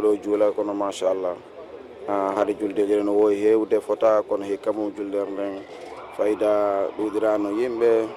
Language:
Fula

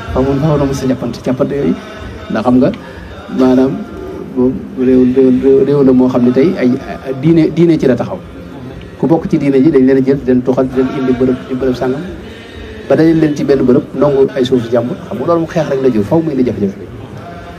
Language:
Wolof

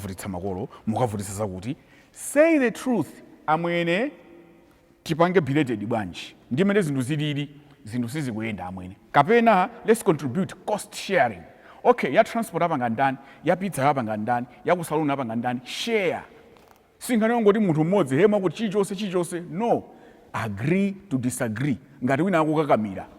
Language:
Nyanja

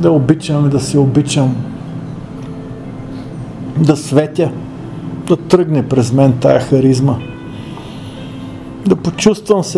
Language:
Bulgarian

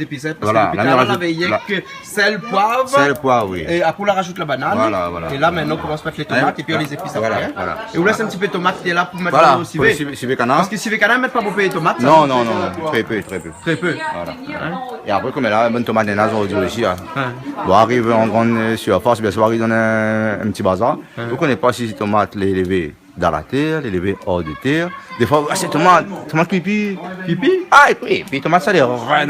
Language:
Réunion Creole French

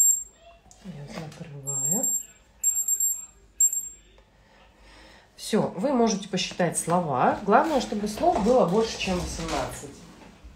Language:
Russian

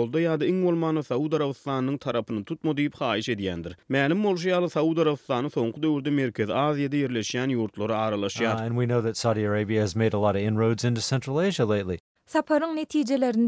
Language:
Turkmen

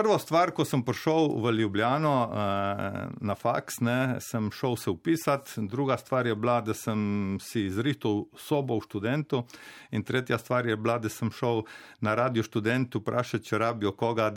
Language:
Slovenian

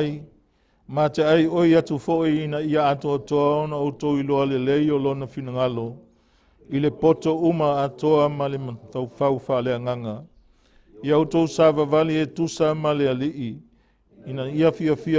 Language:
Samoan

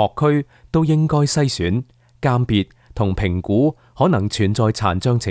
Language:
Cantonese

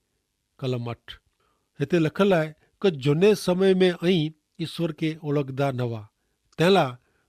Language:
Kachhi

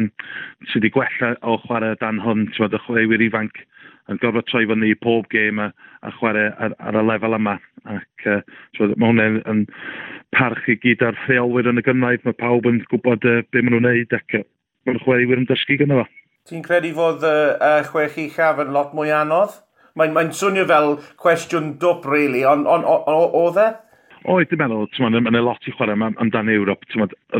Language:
Welsh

